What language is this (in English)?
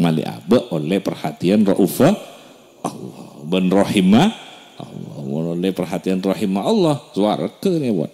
Madurese